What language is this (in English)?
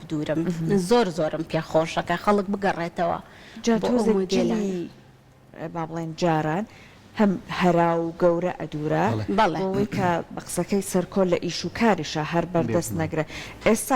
Central Kurdish